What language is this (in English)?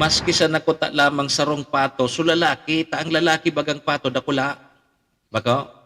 Bikol